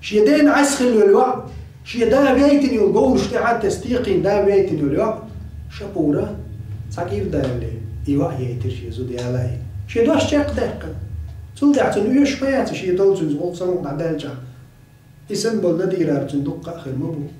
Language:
Chechen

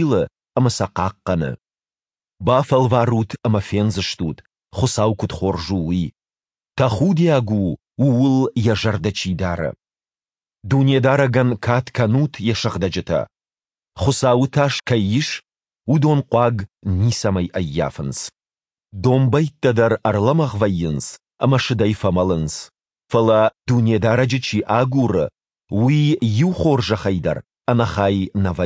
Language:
Ossetic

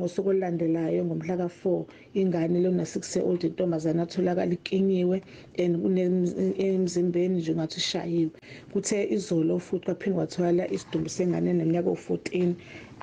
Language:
Zulu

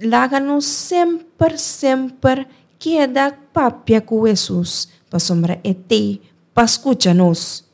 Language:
Papiamento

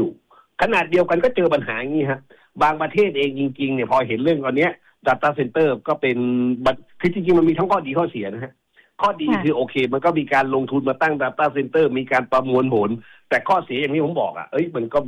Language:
Thai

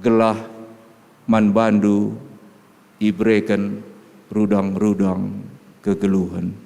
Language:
Batak Karo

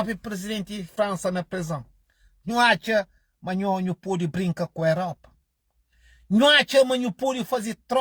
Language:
Kabuverdianu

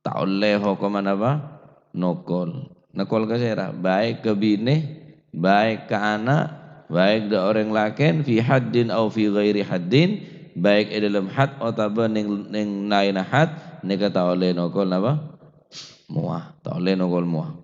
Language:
Madurese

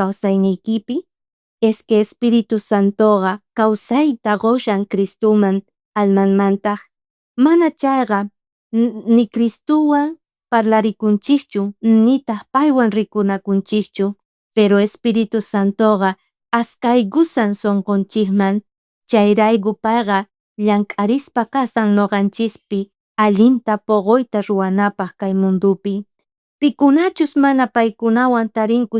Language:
South Bolivian Quechua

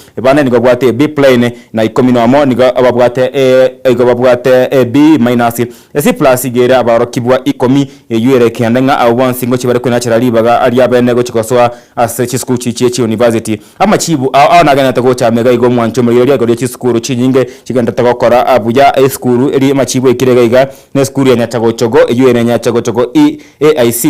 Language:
Gusii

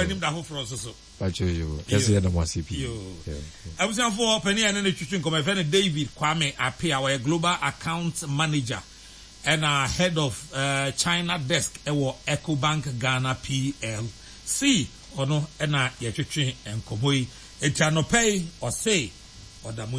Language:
Akan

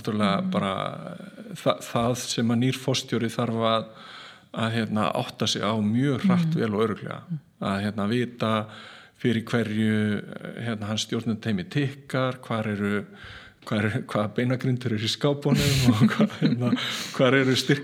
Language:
Icelandic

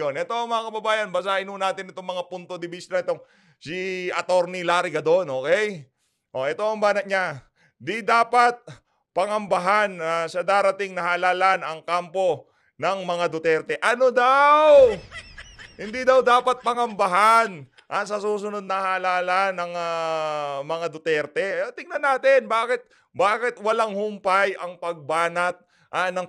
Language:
Filipino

